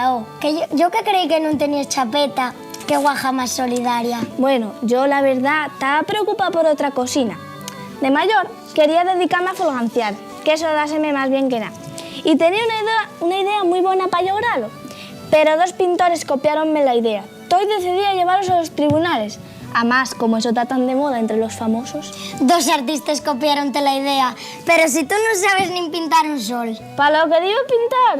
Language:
Asturian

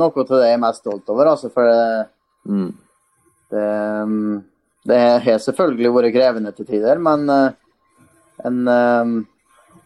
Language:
Norwegian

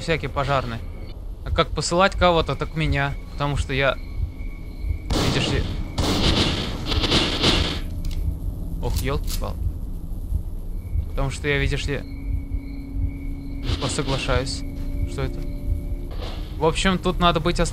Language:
Russian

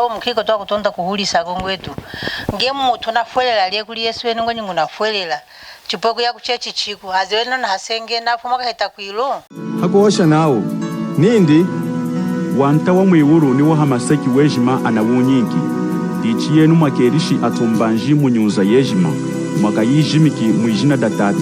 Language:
Lunda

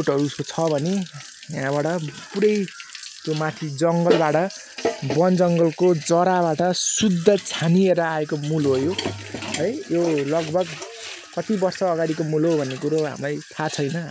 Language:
Nepali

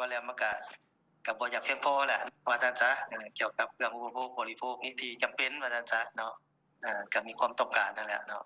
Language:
Lao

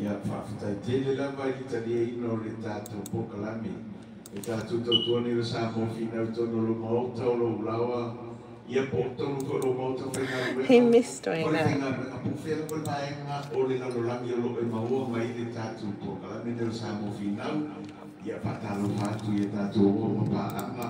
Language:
Samoan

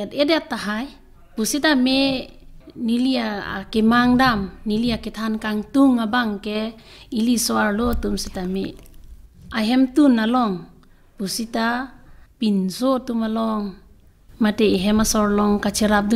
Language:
Karbi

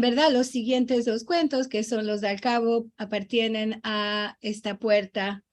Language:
Ladino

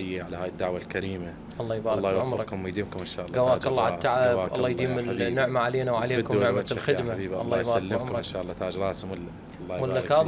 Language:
Mesopotamian Arabic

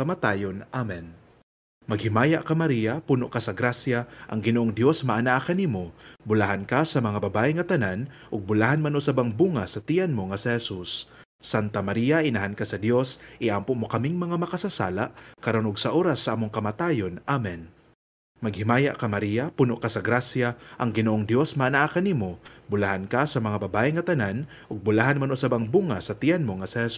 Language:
Cebuano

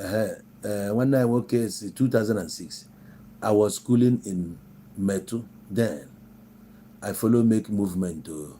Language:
Igbo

